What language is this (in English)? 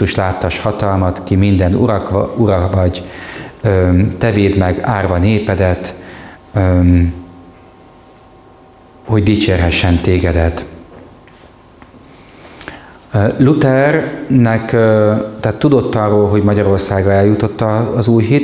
Hungarian